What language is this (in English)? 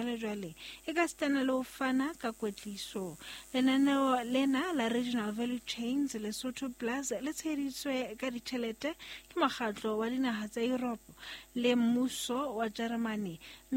Southern Sotho